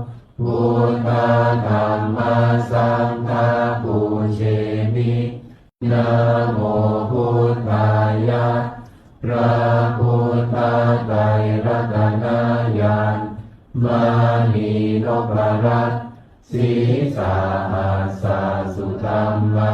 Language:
Pali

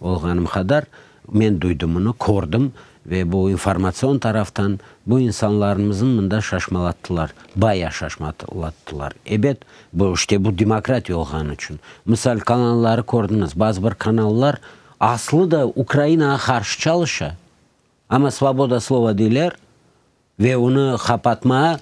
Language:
Crimean Tatar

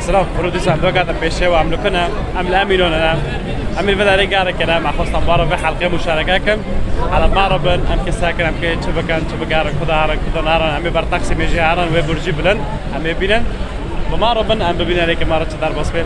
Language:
Kurdish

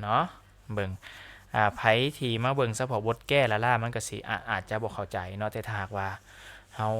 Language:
Lao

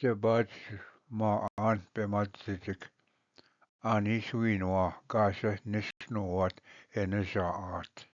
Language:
Ojibwa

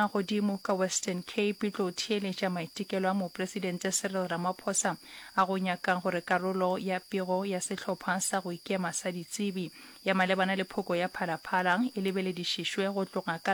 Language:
Northern Sotho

